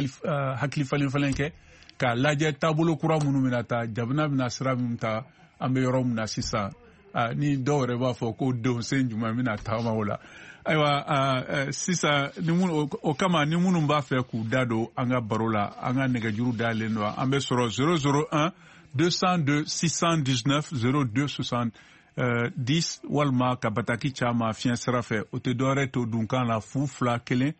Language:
Bambara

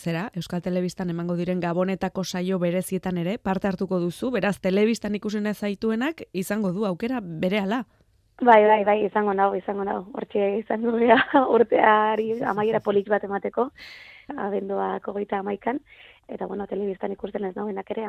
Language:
Basque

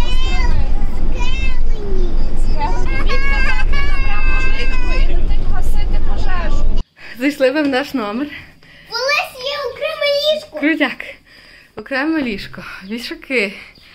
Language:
Ukrainian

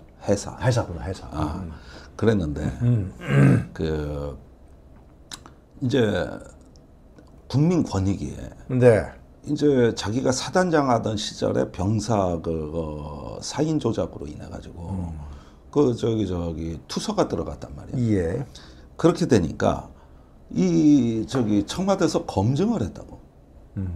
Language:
Korean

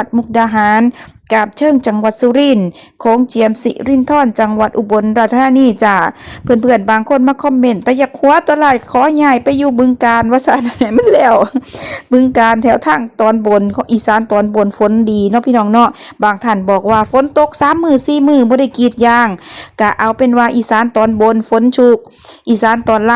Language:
Northeastern Thai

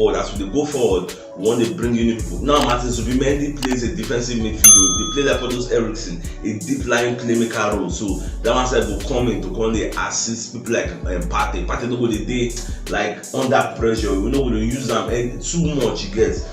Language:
Nigerian Pidgin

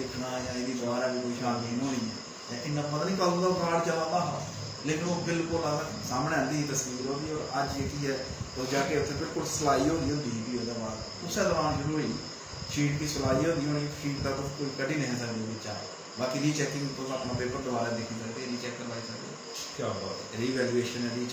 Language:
Dogri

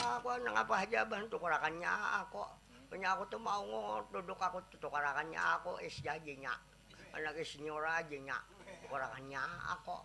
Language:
Banjar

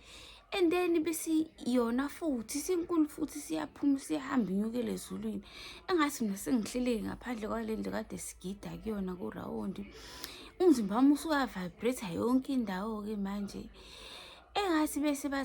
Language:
Zulu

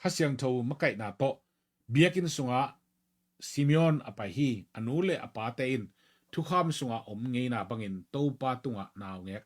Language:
Tedim Chin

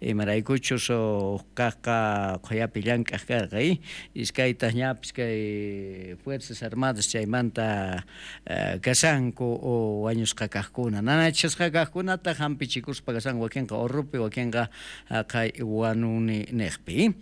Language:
South Bolivian Quechua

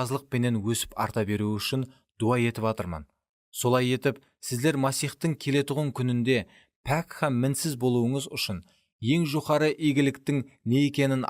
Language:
Kara-Kalpak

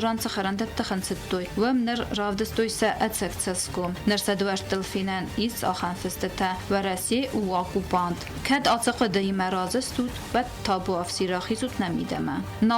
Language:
Ossetic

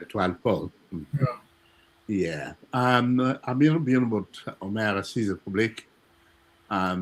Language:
Acoli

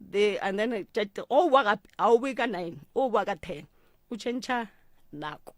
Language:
Northern Sotho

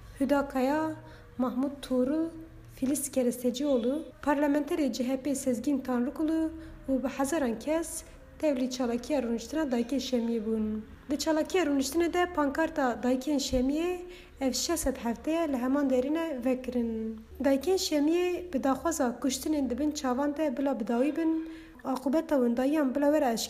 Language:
Kurdish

